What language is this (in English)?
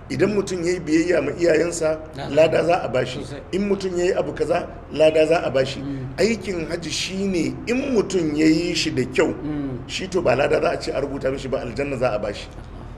Hausa